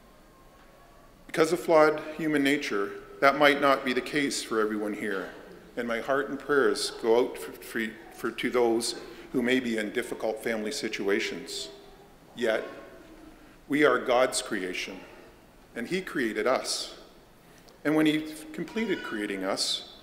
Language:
English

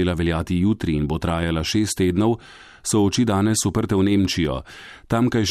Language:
Slovenian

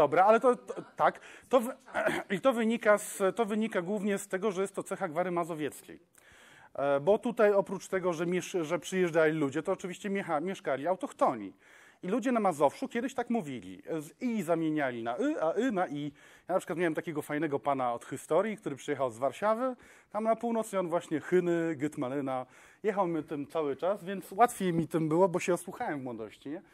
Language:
Polish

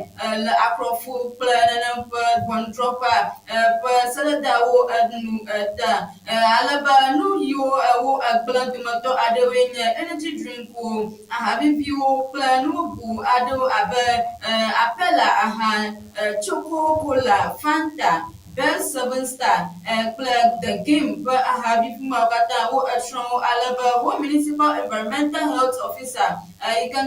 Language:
Ewe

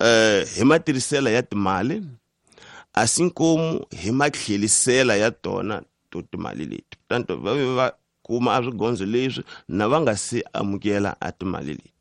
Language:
Tsonga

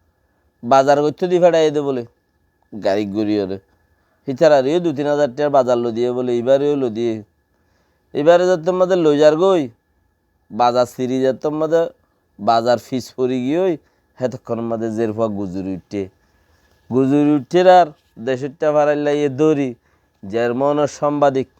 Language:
Rohingya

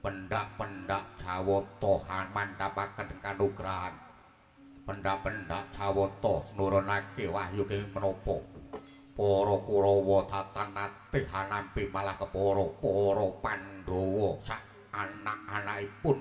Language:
Javanese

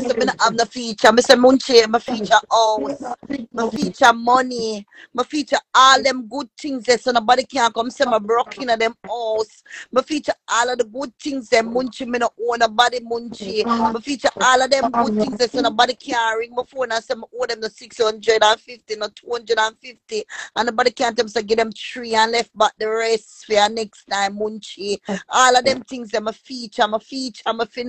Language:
Jamaican Creole English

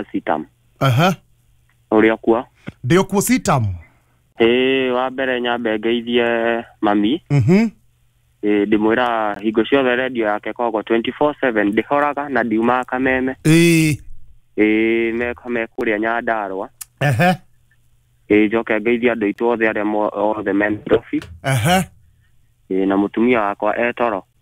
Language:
Kikuyu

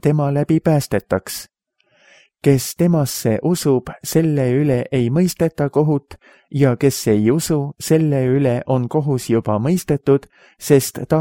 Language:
Estonian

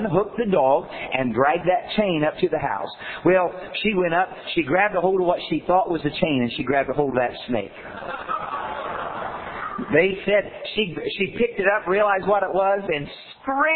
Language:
English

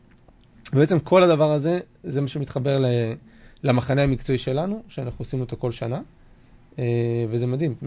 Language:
Hebrew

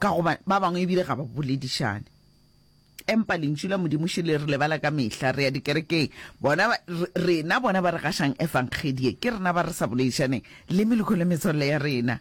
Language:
Northern Sotho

